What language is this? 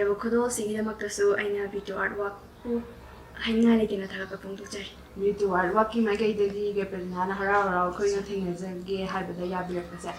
Manipuri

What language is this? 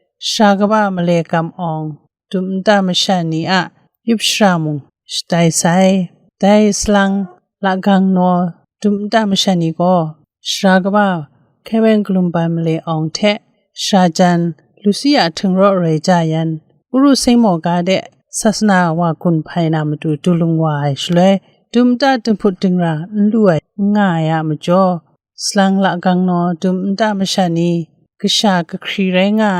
Kachin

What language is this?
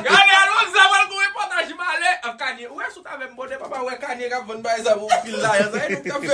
Haitian Creole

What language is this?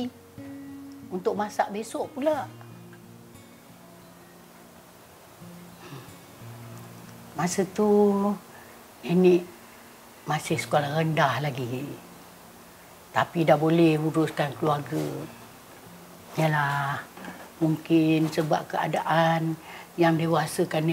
Malay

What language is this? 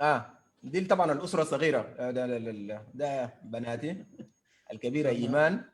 Sudanese Arabic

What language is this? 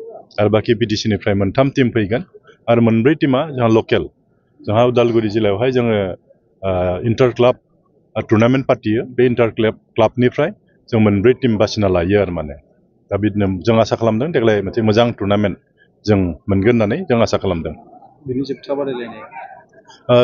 Bodo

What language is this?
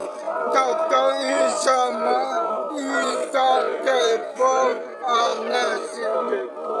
Xavánte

